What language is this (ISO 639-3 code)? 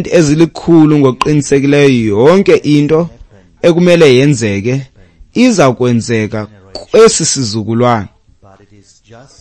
xho